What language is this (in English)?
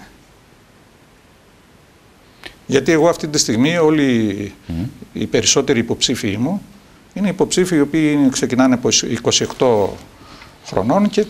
Greek